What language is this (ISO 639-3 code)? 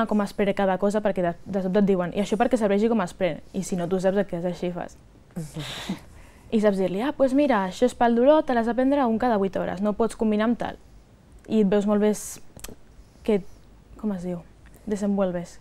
cat